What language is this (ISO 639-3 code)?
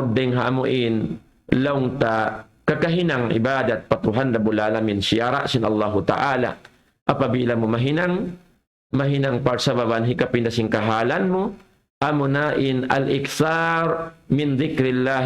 tsg